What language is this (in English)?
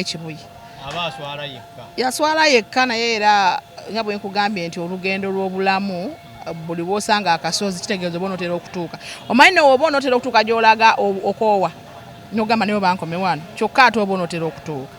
Ganda